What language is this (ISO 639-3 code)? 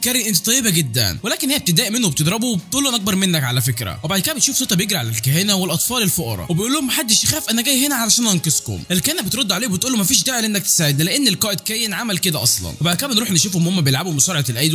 arz